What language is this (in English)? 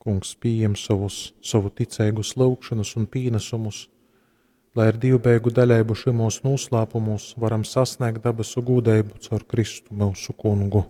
Latgalian